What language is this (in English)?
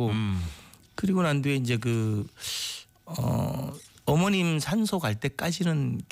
Korean